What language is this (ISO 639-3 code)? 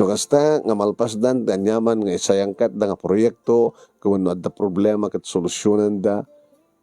ilo